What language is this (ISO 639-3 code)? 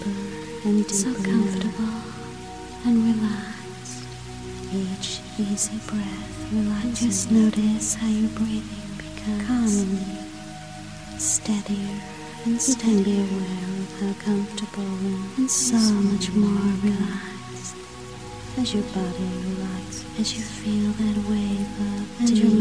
eng